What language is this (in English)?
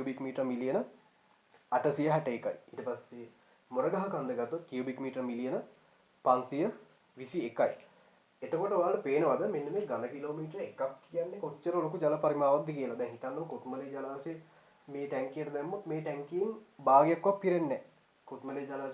Sinhala